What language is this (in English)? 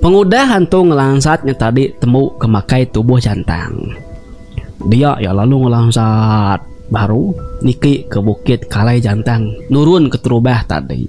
Iban